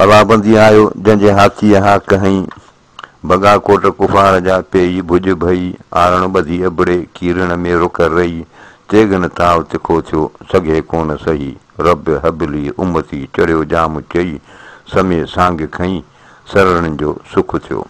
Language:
Sindhi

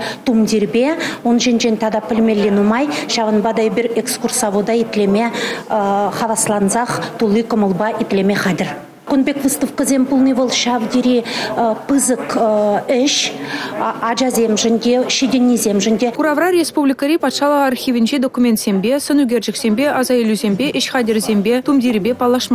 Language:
Chuvash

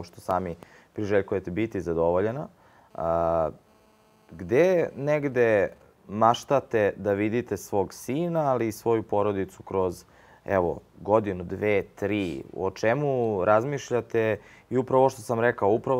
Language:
Serbian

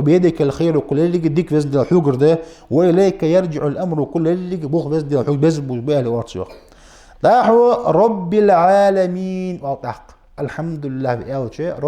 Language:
Ingush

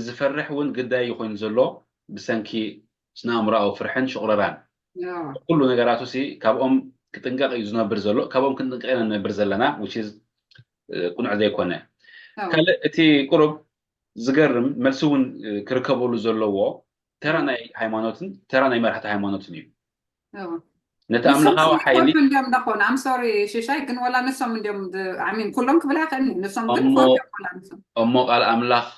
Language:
Tigrinya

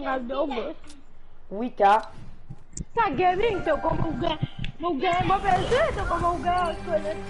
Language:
Morisyen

